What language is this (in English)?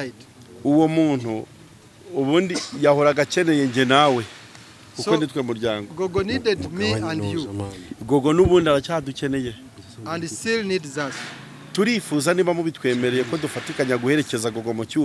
Kinyarwanda